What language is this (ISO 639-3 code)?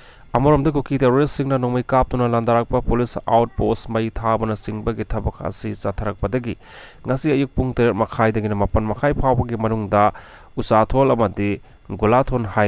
mni